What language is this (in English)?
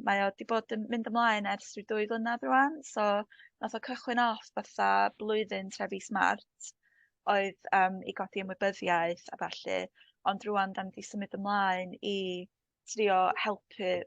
Welsh